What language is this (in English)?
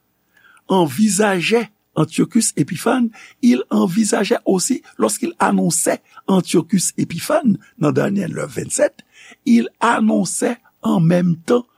Haitian Creole